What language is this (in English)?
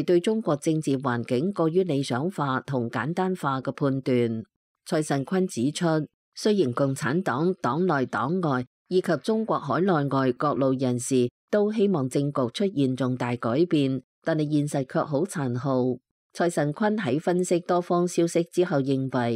Cantonese